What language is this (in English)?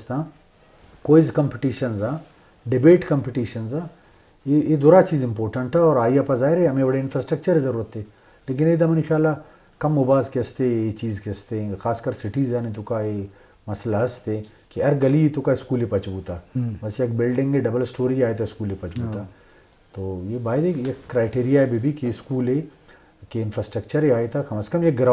Baluchi